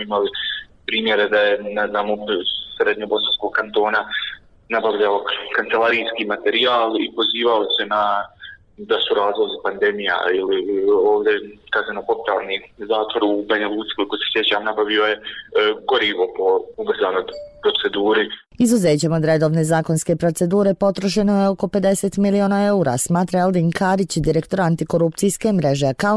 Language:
Serbian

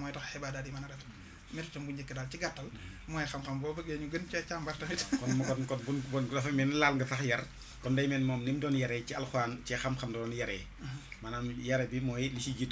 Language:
Wolof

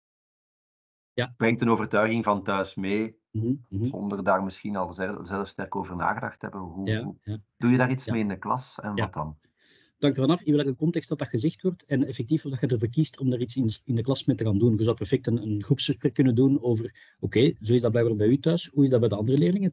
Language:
Dutch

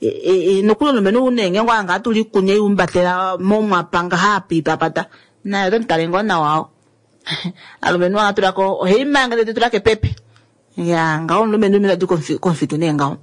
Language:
Kuanyama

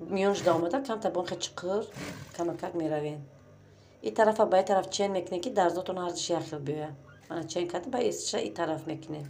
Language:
Tajik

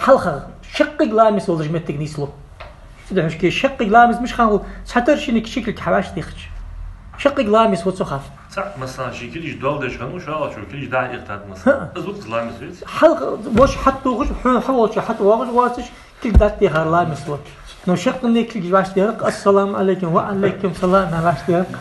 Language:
Ingush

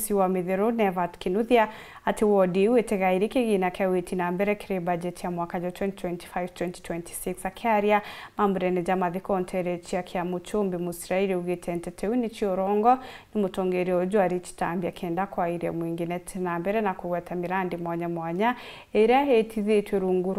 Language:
Meru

